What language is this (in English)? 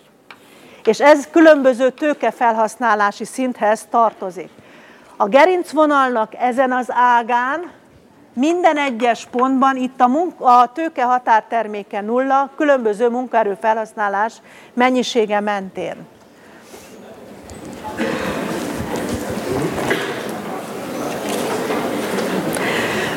Hungarian